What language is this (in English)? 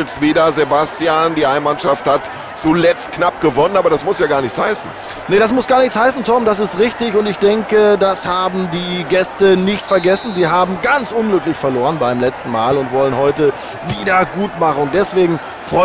Bavarian